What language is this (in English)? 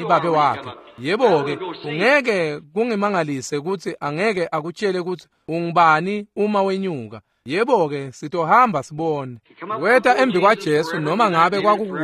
Swati